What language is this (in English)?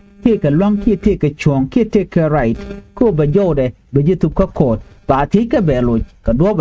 Nuer